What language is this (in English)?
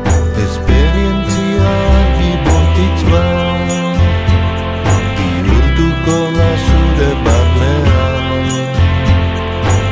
Basque